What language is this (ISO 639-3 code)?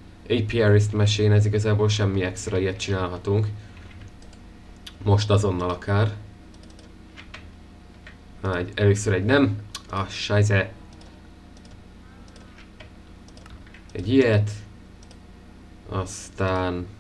hun